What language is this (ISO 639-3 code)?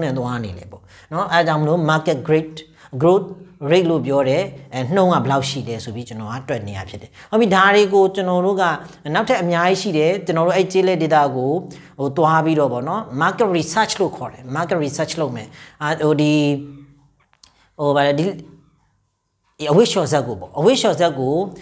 mya